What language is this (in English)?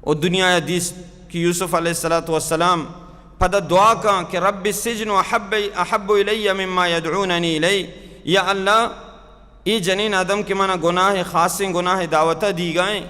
Baluchi